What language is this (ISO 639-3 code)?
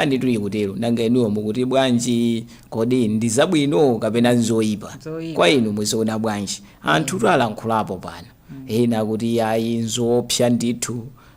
nya